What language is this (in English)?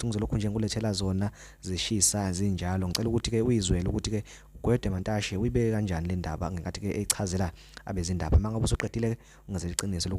Zulu